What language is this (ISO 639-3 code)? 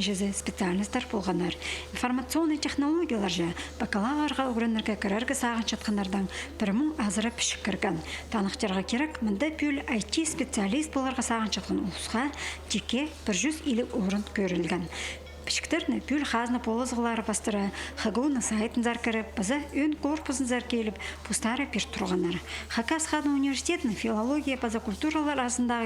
kjh